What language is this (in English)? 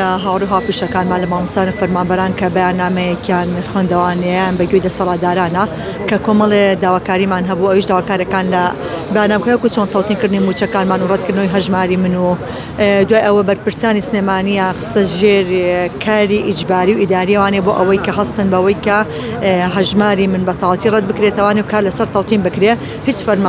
Central Kurdish